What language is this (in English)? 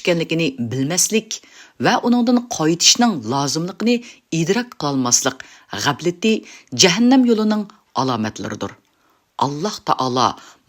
Uyghur